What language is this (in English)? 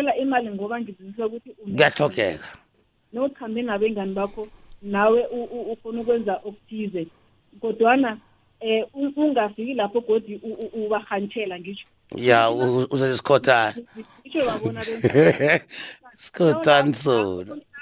South Ndebele